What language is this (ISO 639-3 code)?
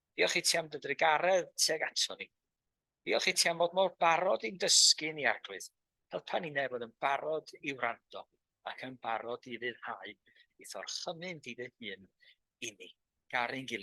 cym